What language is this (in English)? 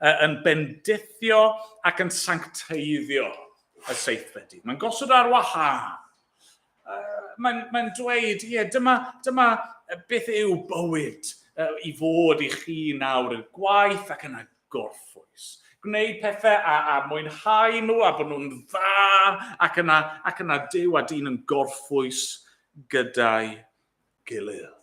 Welsh